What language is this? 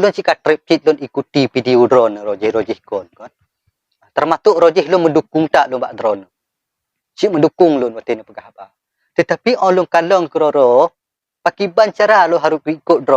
Achinese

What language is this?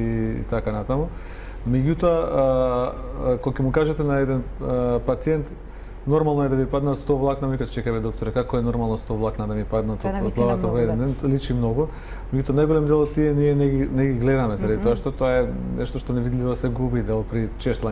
Macedonian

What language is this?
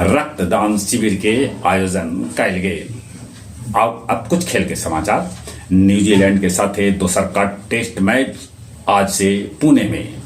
Magahi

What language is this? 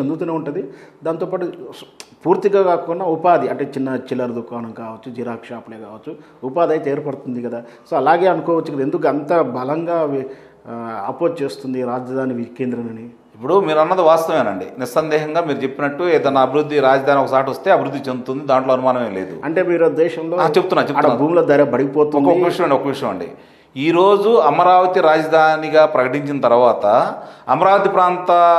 Telugu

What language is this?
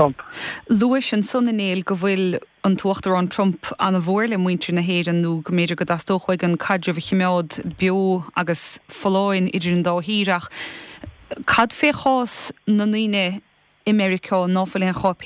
Irish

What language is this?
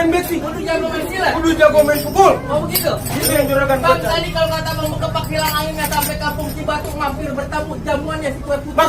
Betawi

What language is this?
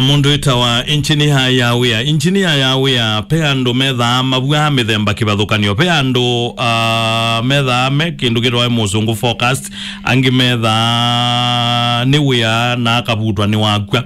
Kamba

